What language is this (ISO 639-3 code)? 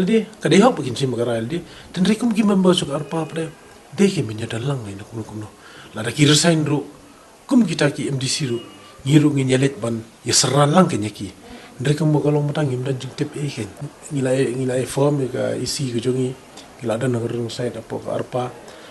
kha